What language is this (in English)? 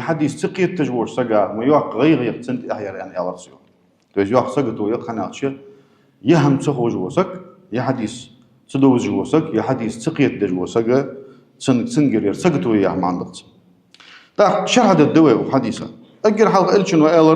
Ingush